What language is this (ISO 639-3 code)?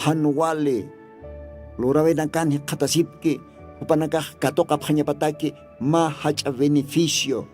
aym